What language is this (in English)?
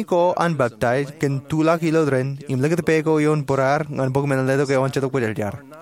Marshallese